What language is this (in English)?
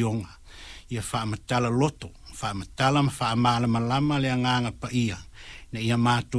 Samoan